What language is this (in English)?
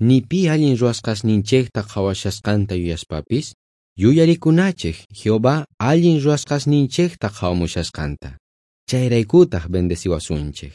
South Bolivian Quechua